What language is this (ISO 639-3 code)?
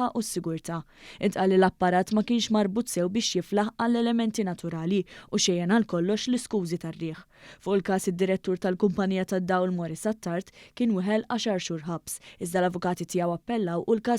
mlt